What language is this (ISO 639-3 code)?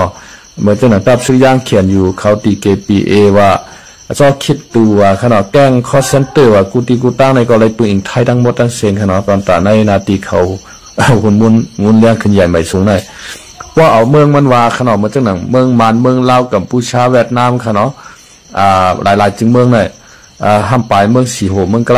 shn